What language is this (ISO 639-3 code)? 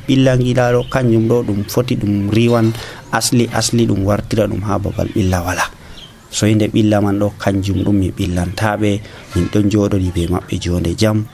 fuv